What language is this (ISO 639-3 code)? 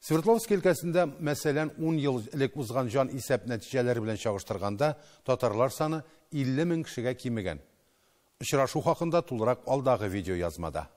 tat